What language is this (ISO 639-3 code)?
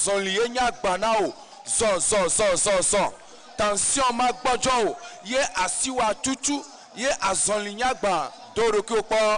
ewe